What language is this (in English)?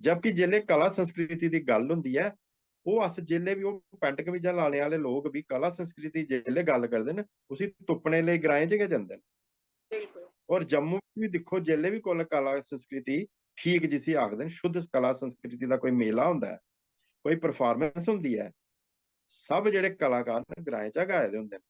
Dogri